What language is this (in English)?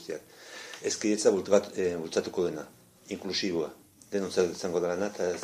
Basque